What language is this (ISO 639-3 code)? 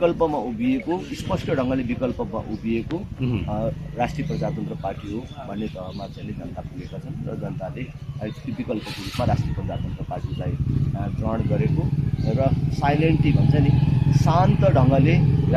nep